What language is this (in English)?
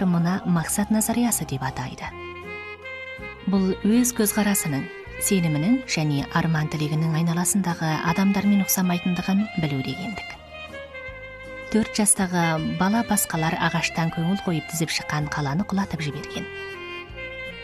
Kazakh